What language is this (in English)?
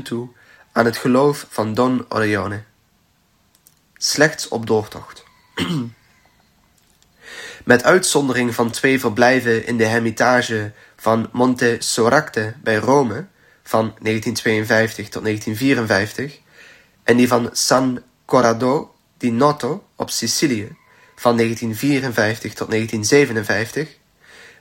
Dutch